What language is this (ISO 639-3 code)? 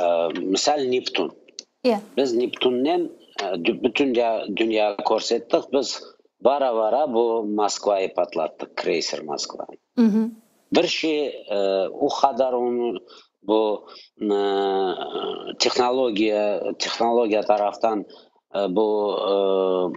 crh